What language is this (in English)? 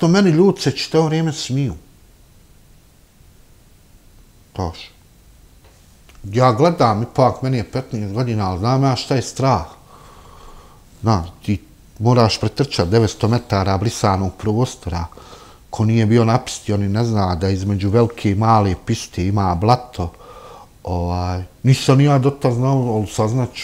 Bosnian